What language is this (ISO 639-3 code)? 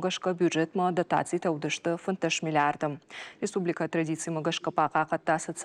oss